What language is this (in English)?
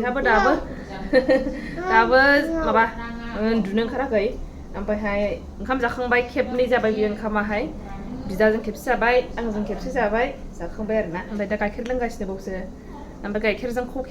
Bodo